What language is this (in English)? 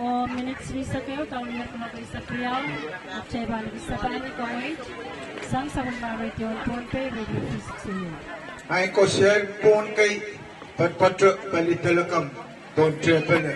Pohnpeian